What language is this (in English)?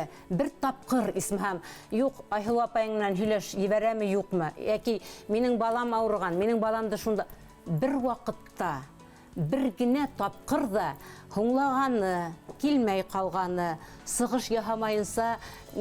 Bashkir